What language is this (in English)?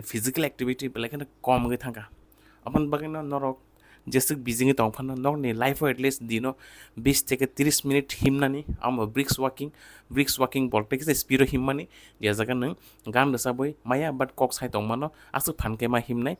Kok Borok